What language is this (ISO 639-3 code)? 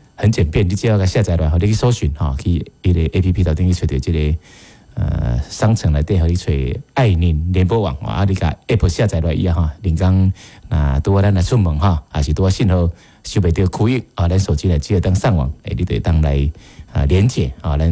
nan